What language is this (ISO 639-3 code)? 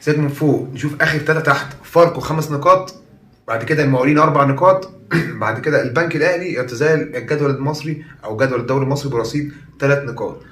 arz